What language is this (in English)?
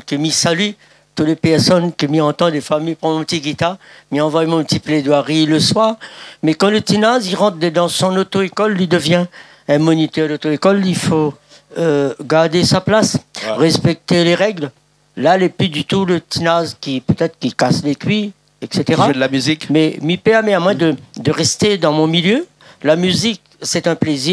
Réunion Creole French